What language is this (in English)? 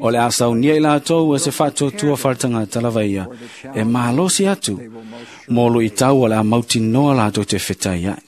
Samoan